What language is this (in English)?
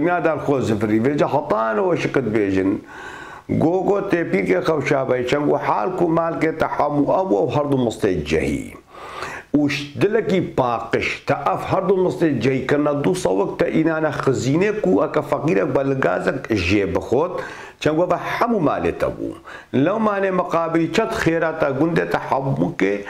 Kurdish